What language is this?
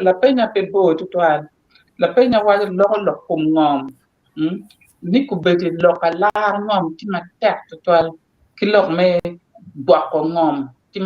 Acoli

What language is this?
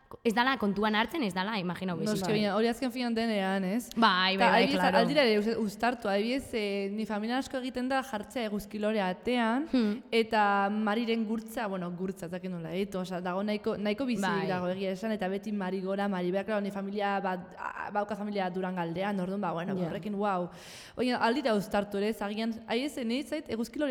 Basque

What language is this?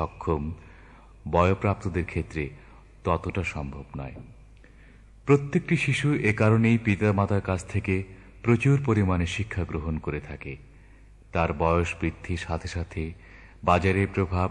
Bangla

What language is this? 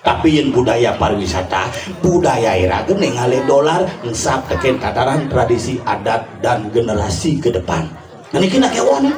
Balinese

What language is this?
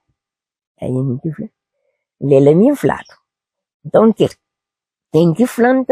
Kabuverdianu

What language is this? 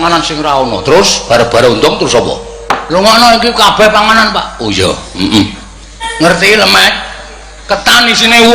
Javanese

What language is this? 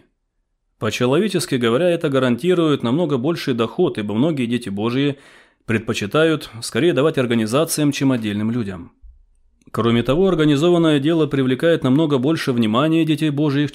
Russian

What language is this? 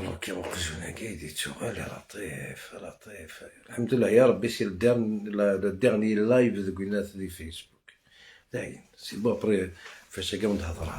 Algerian Arabic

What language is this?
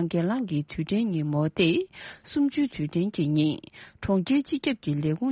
Tibetan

